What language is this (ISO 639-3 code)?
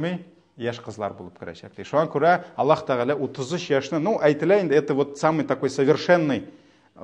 tat